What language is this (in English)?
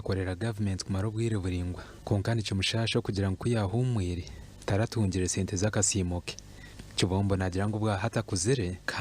Nyankole